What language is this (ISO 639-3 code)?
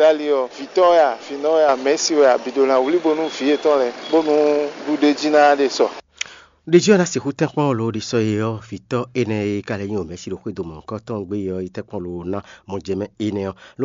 fon